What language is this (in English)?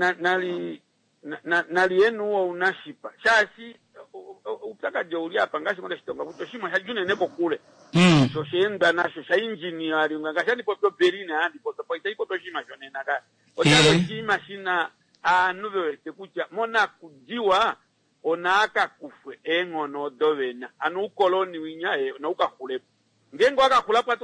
Kuanyama